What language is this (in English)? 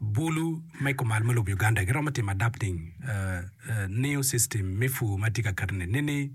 Acoli